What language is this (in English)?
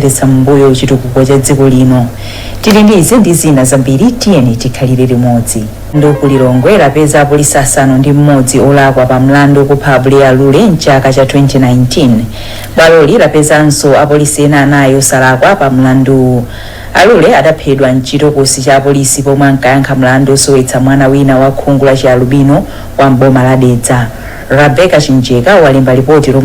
Nyanja